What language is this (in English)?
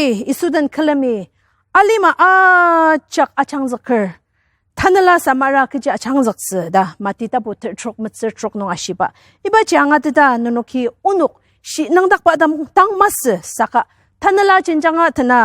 Ao Naga